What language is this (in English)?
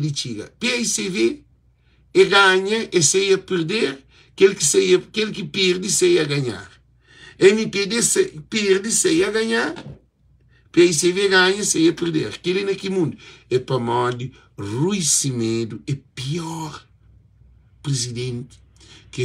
Kabuverdianu